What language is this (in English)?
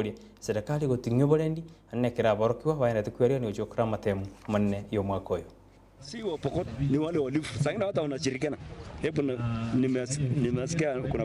Gusii